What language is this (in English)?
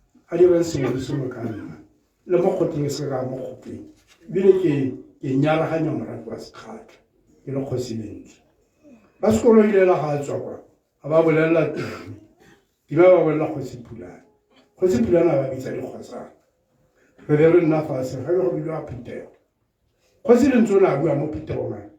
Tswana